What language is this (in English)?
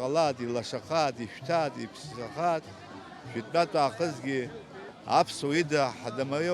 Abkhazian